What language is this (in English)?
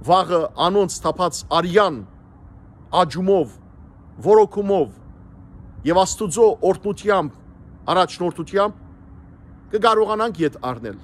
Western Armenian